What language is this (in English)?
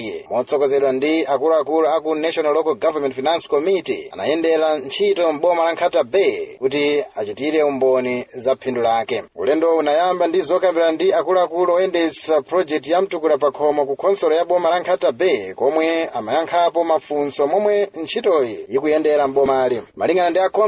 Nyanja